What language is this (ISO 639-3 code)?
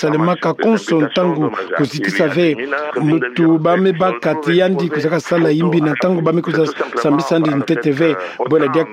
ktu